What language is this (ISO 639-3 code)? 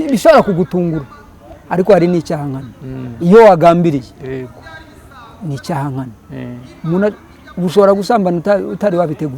kin